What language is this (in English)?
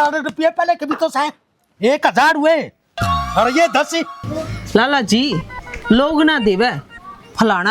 Haryanvi